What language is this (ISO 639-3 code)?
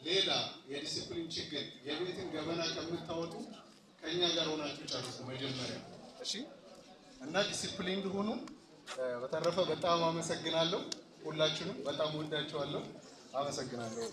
amh